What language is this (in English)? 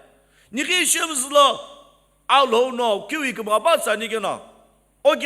Sumi Naga